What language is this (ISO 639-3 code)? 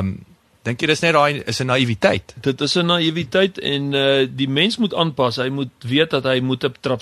afr